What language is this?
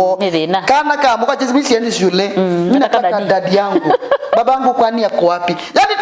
Kamba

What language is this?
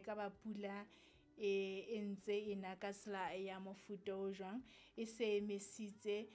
Southern Sotho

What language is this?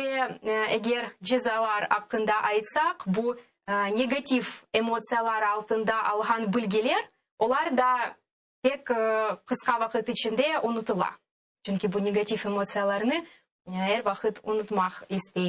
Crimean Tatar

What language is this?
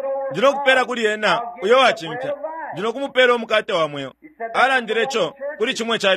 Bemba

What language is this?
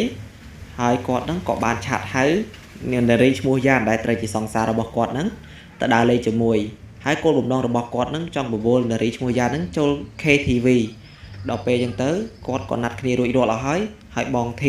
Khmer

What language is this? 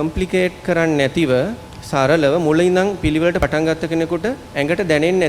Sinhala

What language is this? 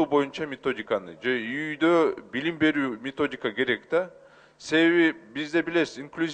Kyrgyz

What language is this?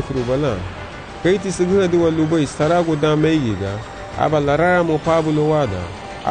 Garifuna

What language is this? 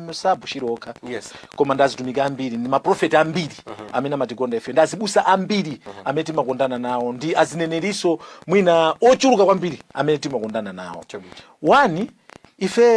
Nyanja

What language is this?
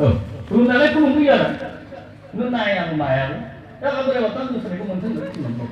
Bodo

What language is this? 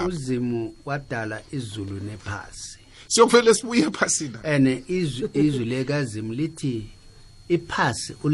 South Ndebele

